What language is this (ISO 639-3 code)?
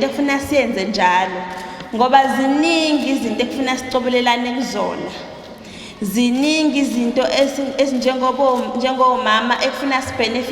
zul